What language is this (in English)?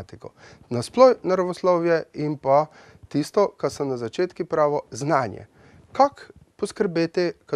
Slovenian